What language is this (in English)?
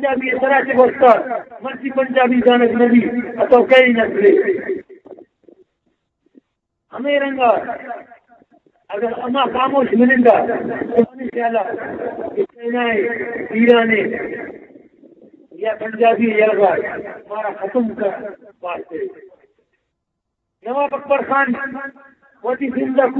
Baluchi